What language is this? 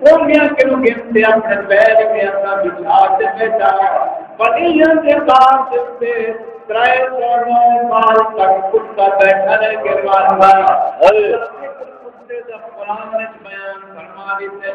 Saraiki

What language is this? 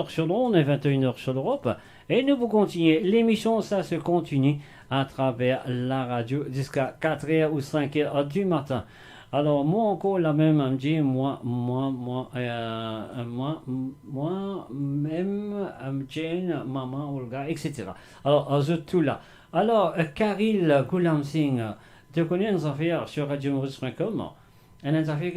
Morisyen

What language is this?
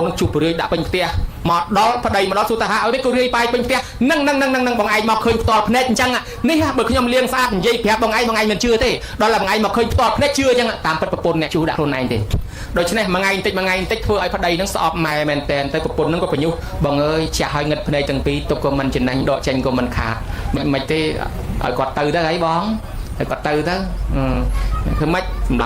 Khmer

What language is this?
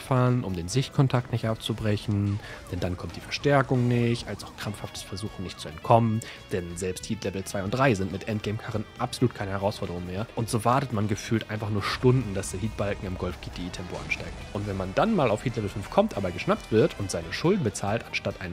German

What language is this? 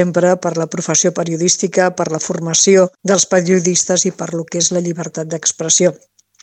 Catalan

